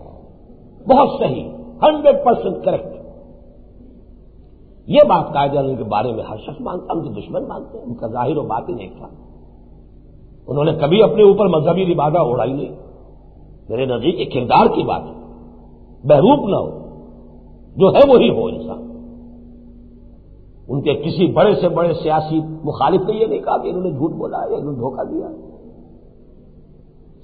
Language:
Urdu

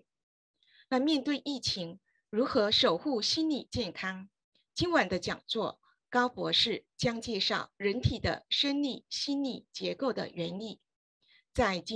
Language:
Chinese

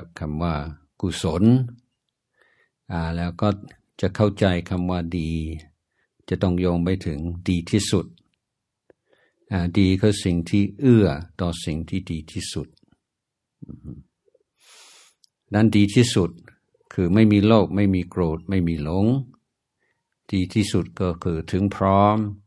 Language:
Thai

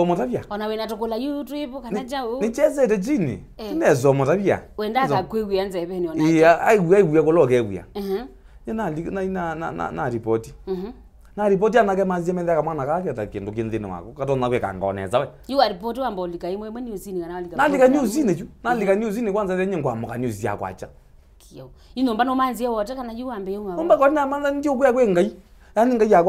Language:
Kamba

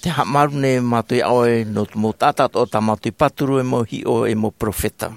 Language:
Tahitian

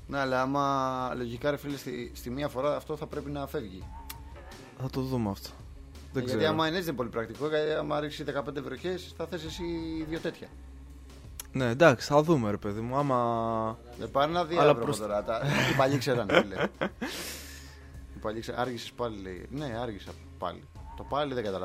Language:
Greek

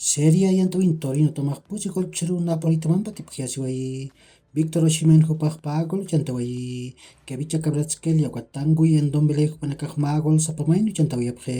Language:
Aymara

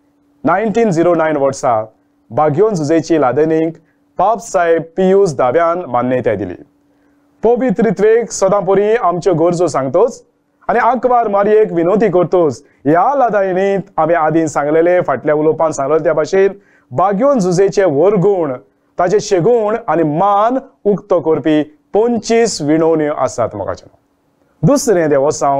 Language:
Konkani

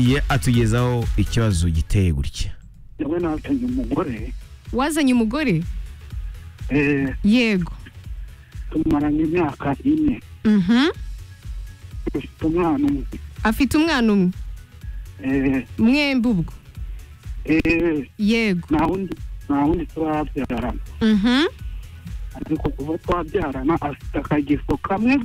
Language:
Kinyarwanda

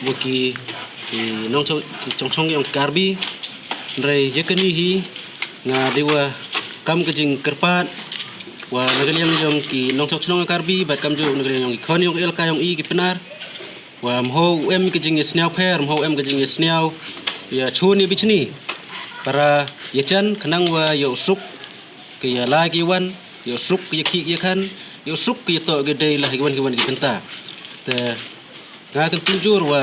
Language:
Pnar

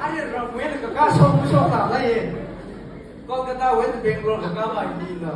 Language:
Tangkhul Naga (India)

